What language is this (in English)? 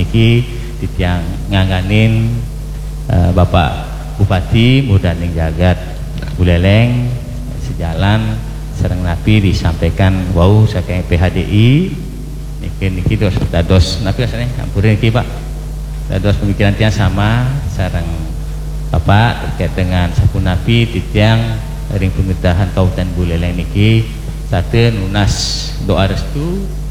Balinese